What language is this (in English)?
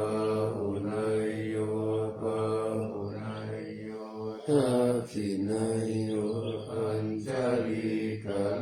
Pali